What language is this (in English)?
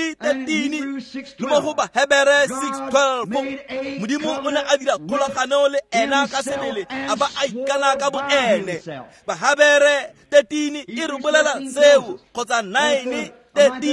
Tswana